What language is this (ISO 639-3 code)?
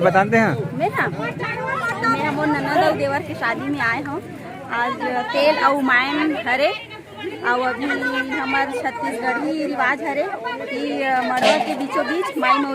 hne